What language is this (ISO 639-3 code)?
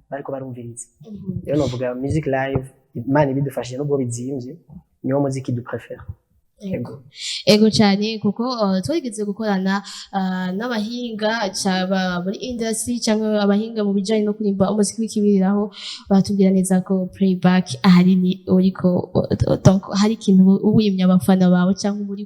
run